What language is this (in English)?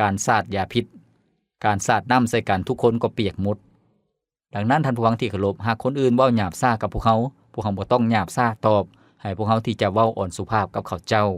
Lao